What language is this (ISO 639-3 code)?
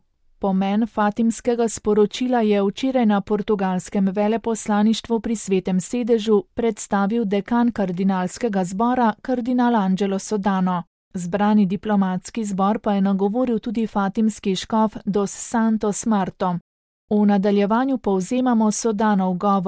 slv